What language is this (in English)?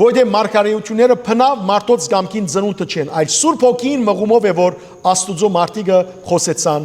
Western Armenian